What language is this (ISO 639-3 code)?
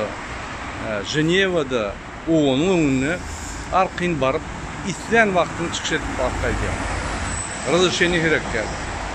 tuk